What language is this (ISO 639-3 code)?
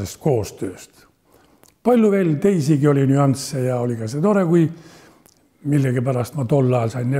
est